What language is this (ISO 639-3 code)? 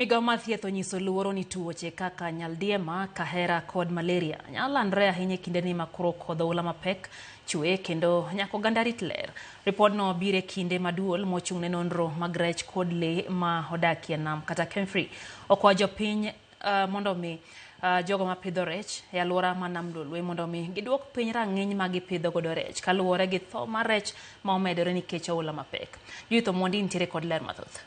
luo